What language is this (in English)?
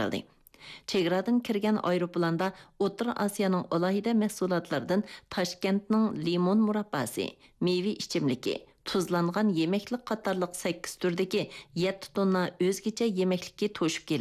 Uyghur